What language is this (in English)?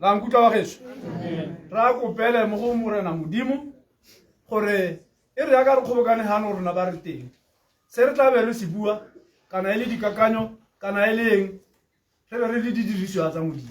Tswana